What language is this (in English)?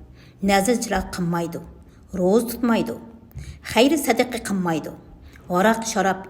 Uyghur